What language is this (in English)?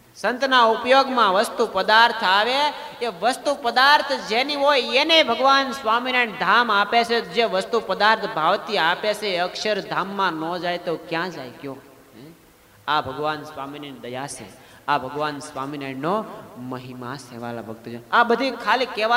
Gujarati